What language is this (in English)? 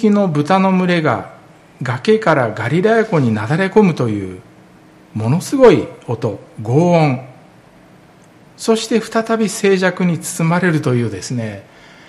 Japanese